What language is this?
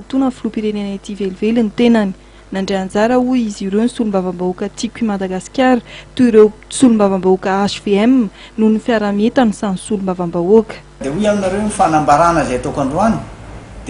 Malagasy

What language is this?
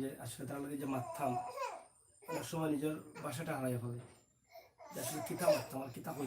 Sylheti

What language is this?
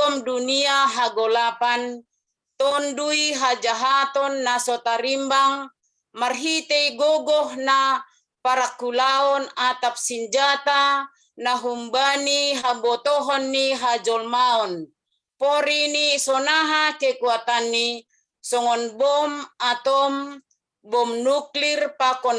Batak Simalungun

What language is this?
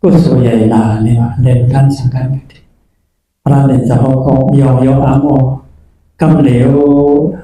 Shan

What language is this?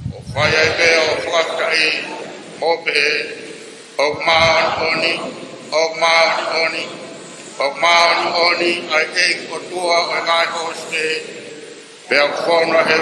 Tongan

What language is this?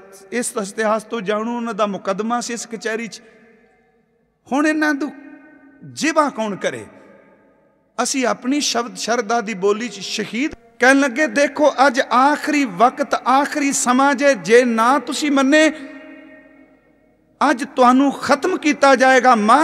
Punjabi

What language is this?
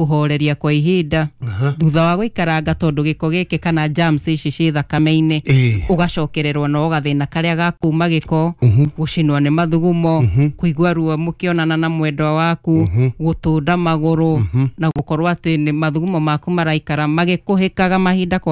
Kikuyu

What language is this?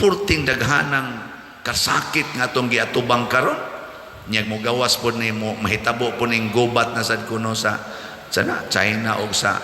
Cebuano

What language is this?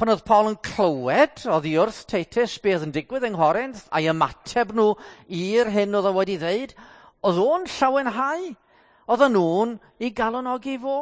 Welsh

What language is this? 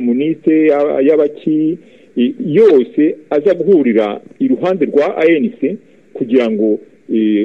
Kinyarwanda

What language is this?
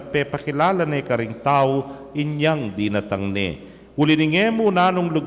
Pampanga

